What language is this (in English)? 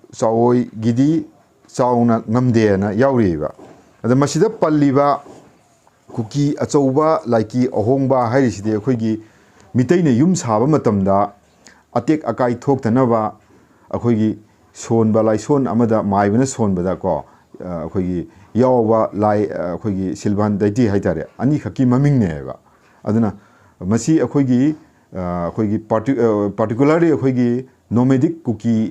Manipuri